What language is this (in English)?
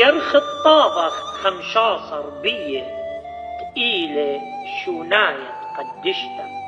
Assyrian Neo-Aramaic